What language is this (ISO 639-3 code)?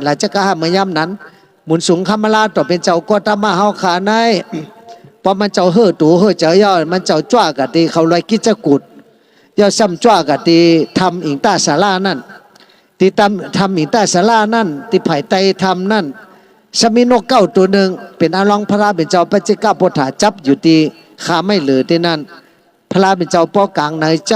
shn